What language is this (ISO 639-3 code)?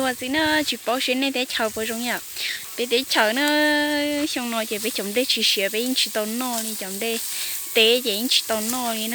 hmn